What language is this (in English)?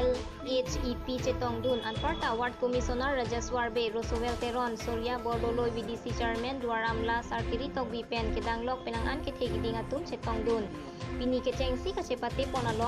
Karbi